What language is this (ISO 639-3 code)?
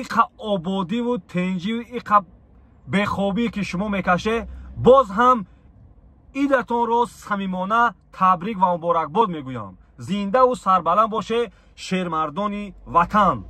tgk